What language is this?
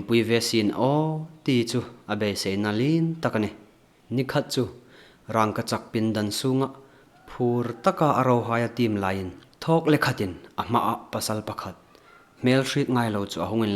Hmar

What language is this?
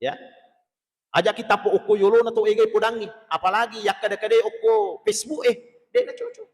Buginese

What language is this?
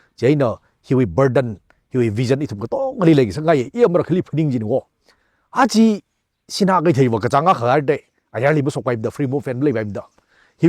Tangkhul Naga (India)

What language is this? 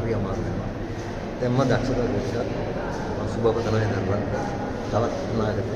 Sinhala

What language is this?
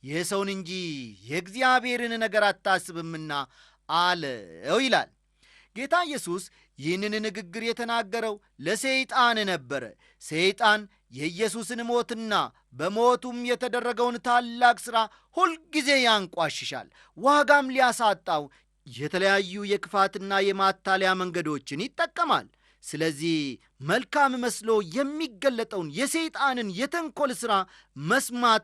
Amharic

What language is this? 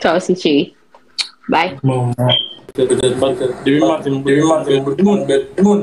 Haitian Creole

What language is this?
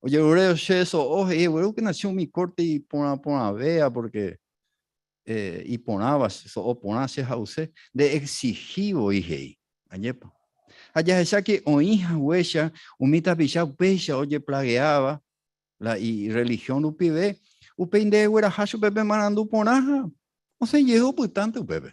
Guarani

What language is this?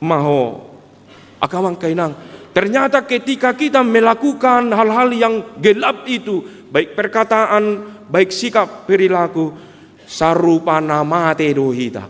Batak Toba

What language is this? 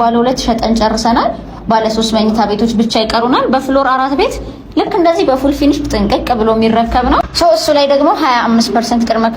Amharic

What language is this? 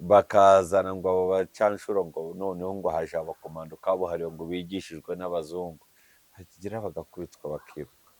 Kinyarwanda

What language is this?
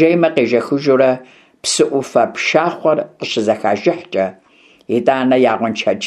Kabardian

